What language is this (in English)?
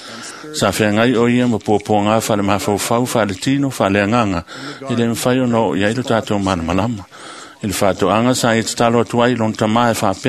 Samoan